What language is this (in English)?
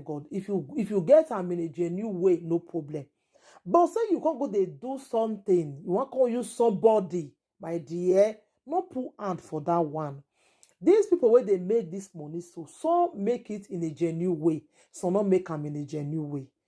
Nigerian Pidgin